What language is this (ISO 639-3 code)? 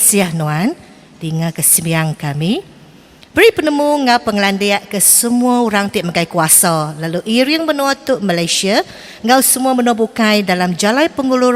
iba